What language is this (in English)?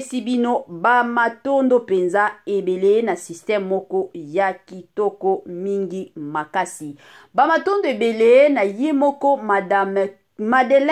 Lingala